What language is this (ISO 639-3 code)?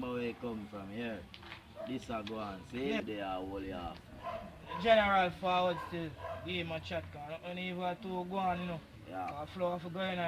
jam